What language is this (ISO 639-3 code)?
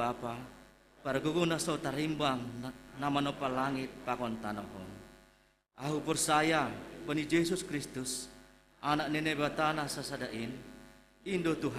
bts